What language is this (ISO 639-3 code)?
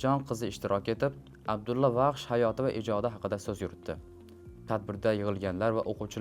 uzb